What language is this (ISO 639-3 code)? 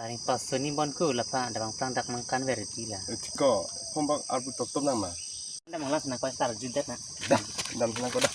mjw